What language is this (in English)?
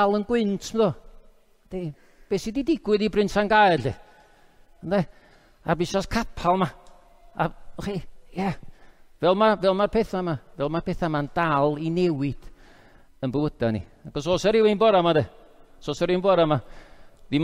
Welsh